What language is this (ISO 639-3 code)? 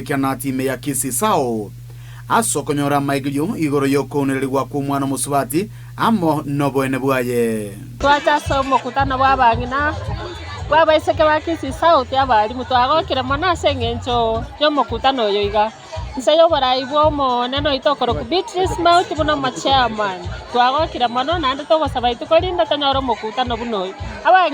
guz